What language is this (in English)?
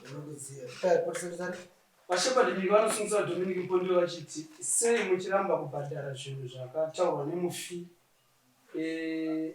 Shona